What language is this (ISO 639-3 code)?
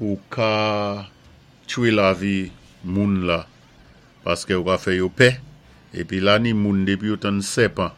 acf